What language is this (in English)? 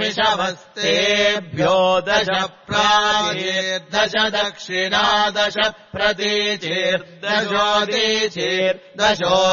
Sanskrit